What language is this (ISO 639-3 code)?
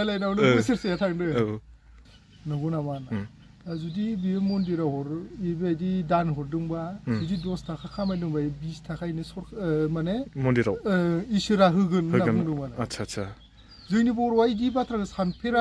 brx